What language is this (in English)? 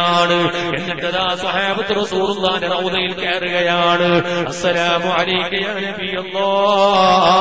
Malayalam